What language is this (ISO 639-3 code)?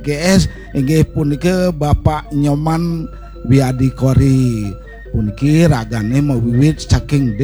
ban